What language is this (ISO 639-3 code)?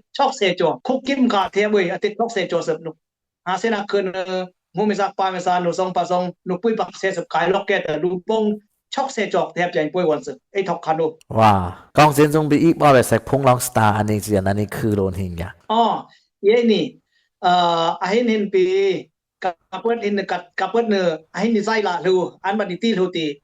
dis